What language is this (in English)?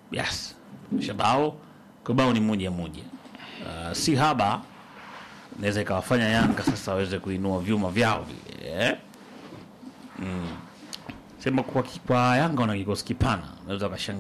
Swahili